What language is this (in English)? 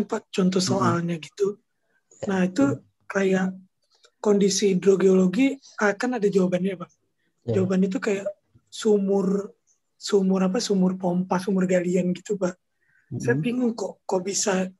Indonesian